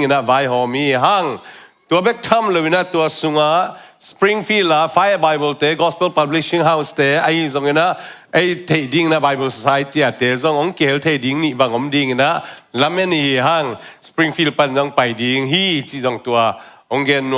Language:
Tedim Chin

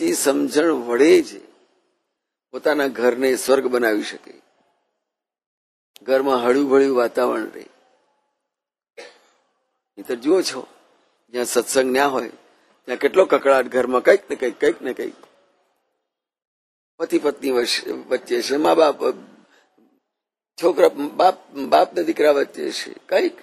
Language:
Gujarati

